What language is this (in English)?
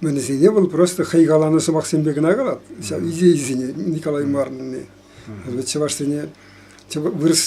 Chuvash